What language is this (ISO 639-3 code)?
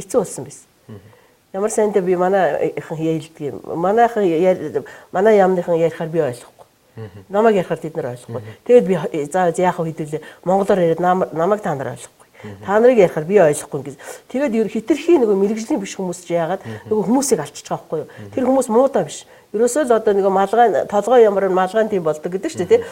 mon